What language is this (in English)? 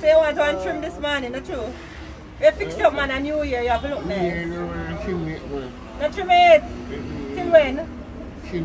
Jamaican Creole English